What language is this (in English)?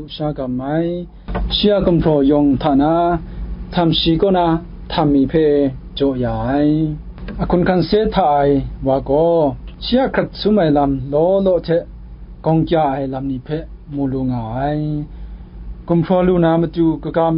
Kachin